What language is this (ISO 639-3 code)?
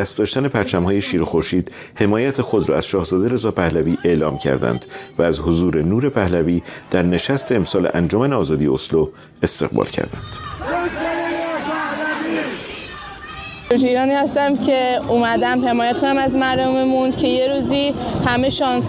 fas